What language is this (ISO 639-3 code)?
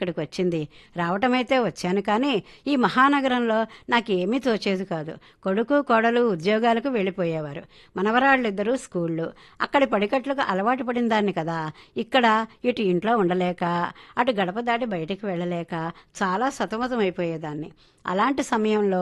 tel